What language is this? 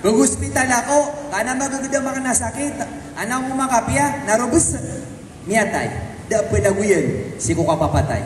Maranao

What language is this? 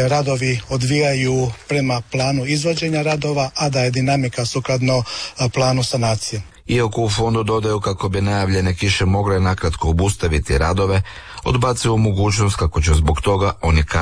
Croatian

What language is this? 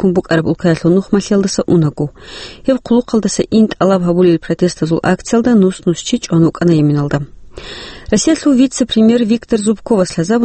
Avaric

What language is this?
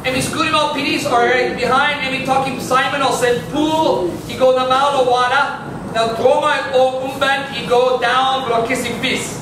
Tok Pisin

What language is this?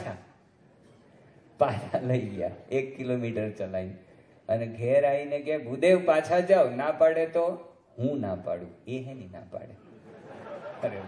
Gujarati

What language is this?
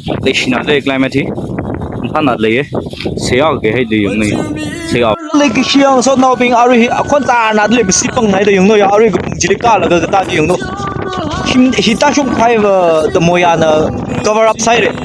Tangkhul Naga (India)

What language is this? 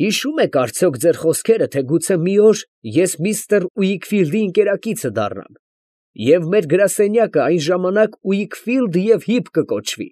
Armenian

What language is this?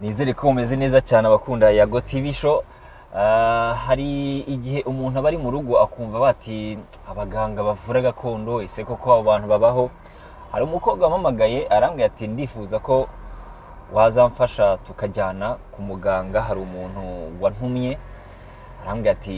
Kinyarwanda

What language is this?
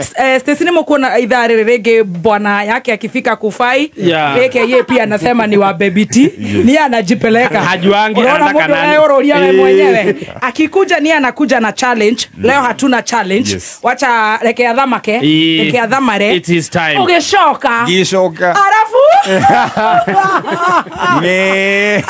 Kikuyu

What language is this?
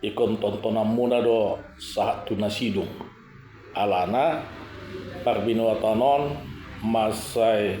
Batak Toba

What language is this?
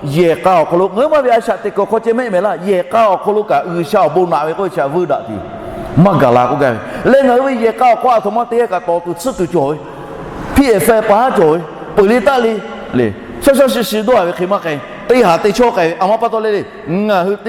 Lahu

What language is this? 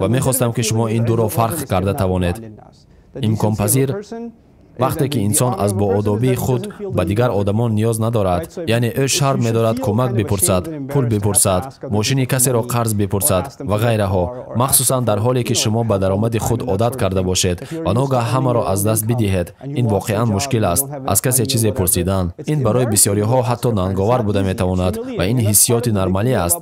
Tajik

